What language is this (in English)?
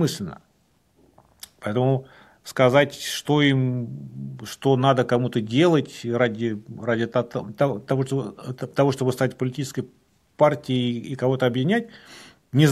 Russian